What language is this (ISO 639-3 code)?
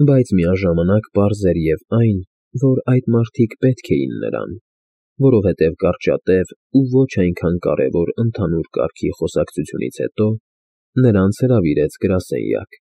hye